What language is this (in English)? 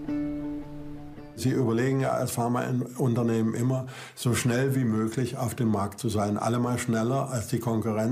German